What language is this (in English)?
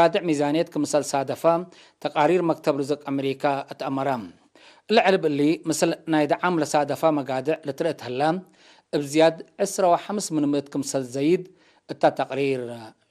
Tigre